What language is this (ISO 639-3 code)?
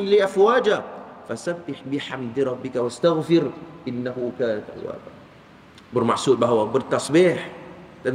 msa